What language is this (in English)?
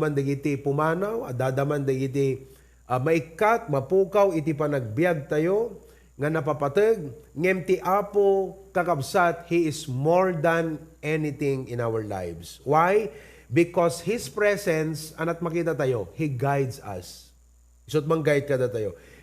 Iloko